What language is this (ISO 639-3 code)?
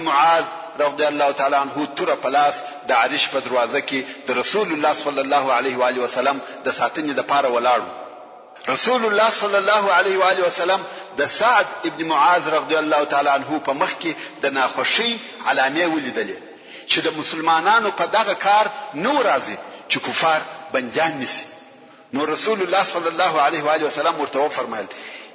pus